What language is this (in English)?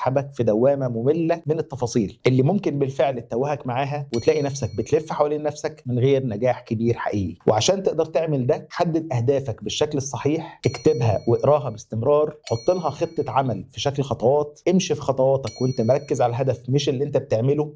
Egyptian Arabic